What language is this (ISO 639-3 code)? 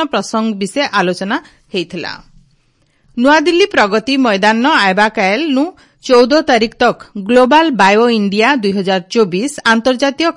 ori